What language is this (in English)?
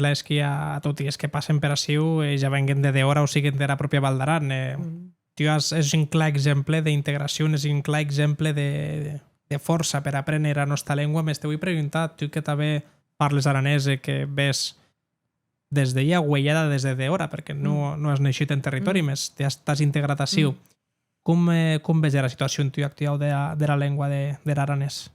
Occitan